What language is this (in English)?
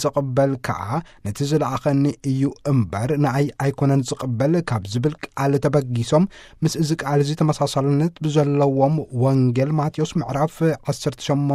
Tigrinya